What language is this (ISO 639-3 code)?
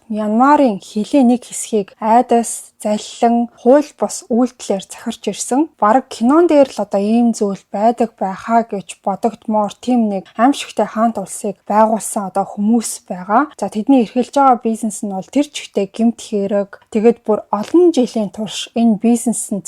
mon